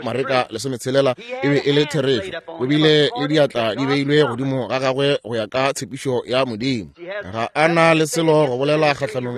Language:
Northern Sotho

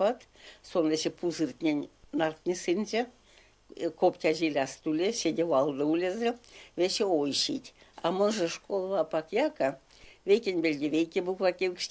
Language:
Erzya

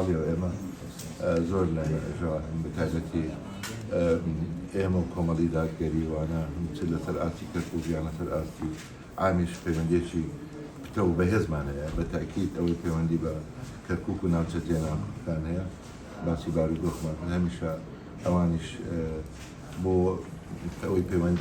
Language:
Central Kurdish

